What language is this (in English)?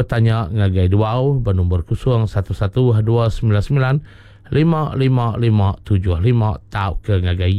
Iban